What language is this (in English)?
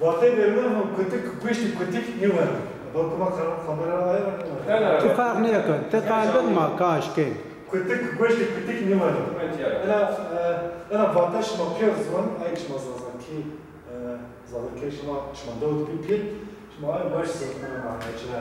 Zaza